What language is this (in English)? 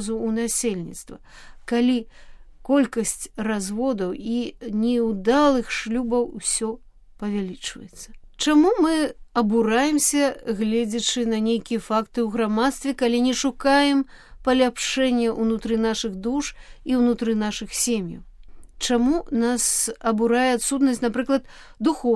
Belarusian